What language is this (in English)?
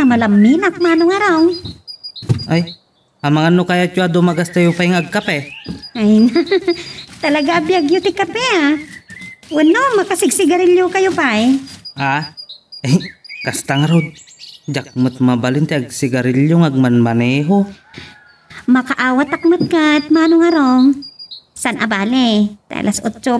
Iloko